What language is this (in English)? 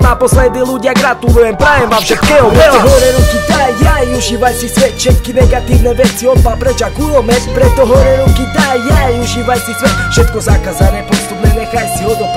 Slovak